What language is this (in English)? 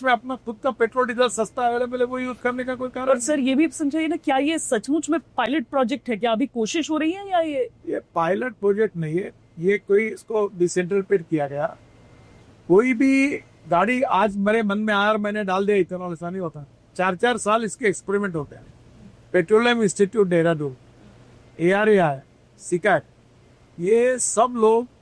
Hindi